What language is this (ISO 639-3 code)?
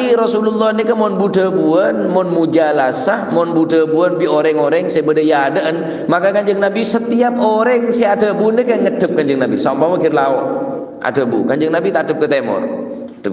mad